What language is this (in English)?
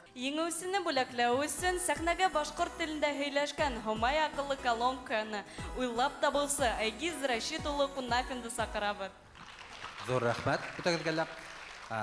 Bashkir